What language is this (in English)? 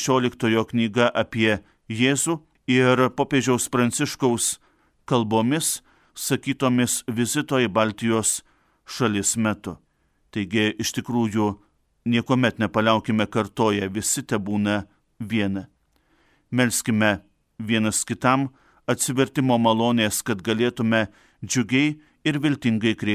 Lithuanian